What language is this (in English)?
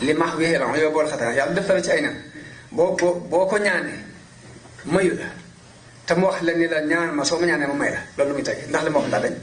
Wolof